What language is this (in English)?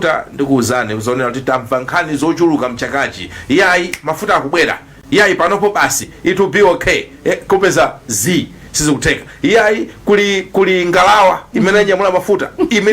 Nyanja